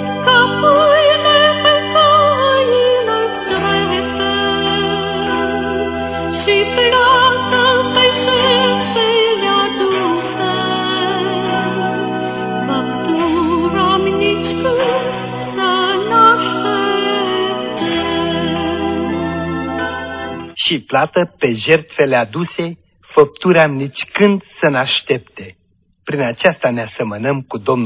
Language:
Romanian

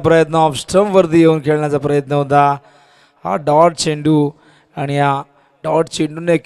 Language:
Marathi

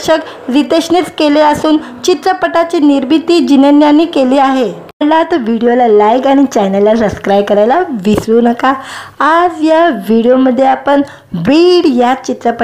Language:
Marathi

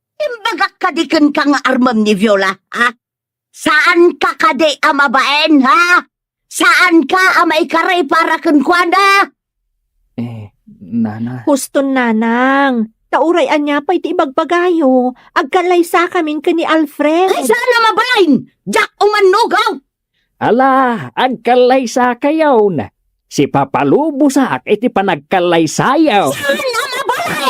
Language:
Iloko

